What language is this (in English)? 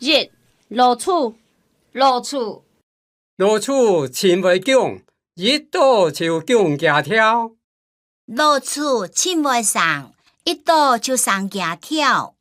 Hakka Chinese